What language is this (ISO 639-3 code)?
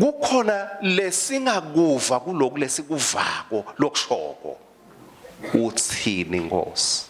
ssw